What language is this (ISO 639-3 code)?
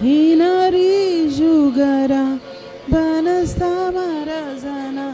kdh